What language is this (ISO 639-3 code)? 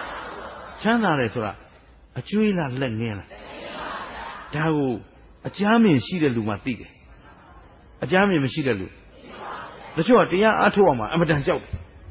mya